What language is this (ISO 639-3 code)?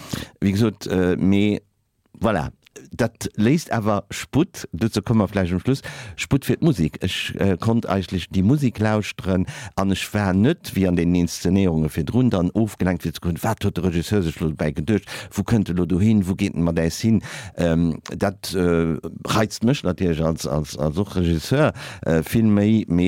ltz